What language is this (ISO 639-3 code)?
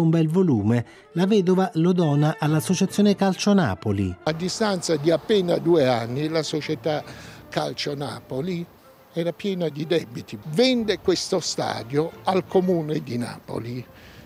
ita